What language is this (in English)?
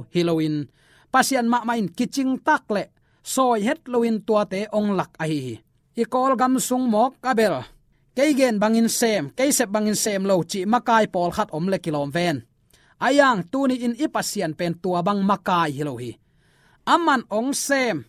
Tedim Chin